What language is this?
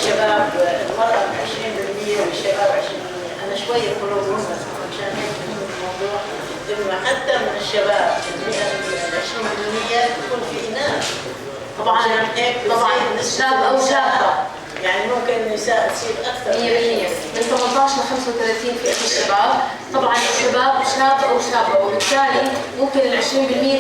North Levantine Arabic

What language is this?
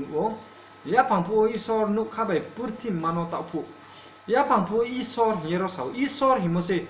Riang (India)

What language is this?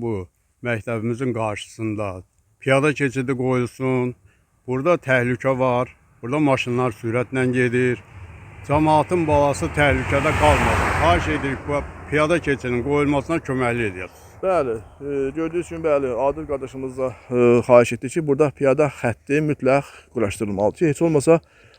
Azerbaijani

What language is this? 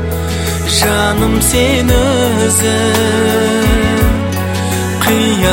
Kazakh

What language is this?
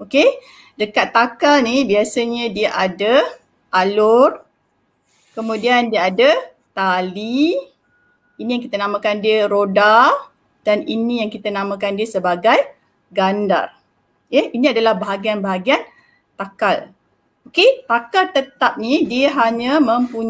Malay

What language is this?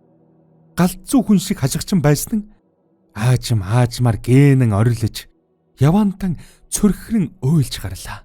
Mongolian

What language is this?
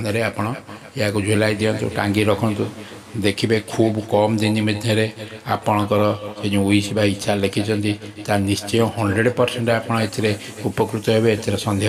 Odia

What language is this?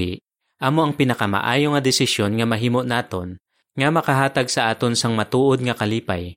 Hiligaynon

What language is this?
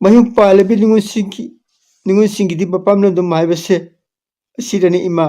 Manipuri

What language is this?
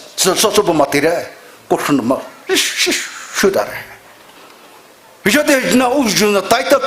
Poumei Naga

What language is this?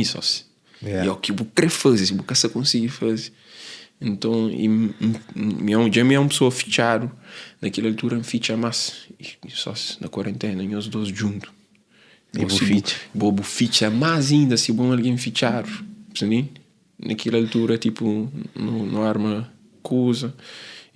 Kabuverdianu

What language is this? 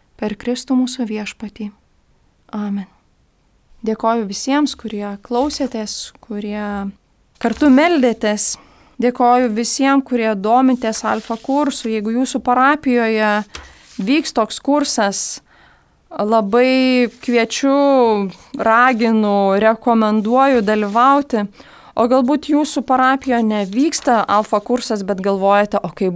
Lithuanian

